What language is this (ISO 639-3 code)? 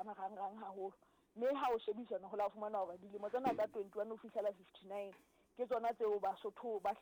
sot